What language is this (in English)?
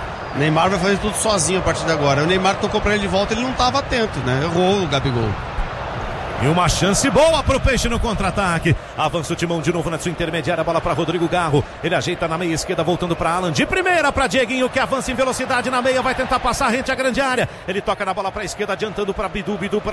Portuguese